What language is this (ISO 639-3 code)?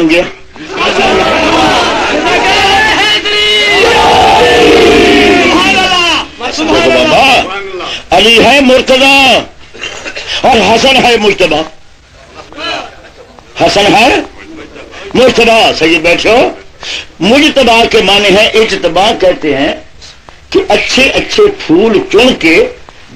urd